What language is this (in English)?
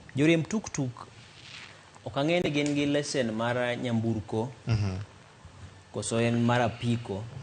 Luo (Kenya and Tanzania)